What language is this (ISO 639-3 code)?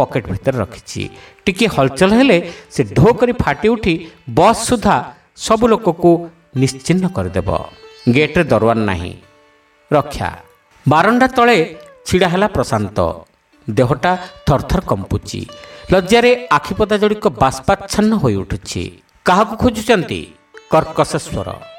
ori